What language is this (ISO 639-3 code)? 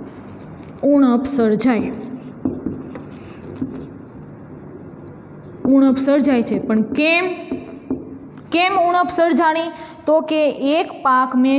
guj